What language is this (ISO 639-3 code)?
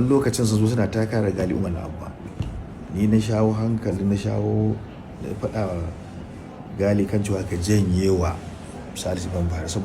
hau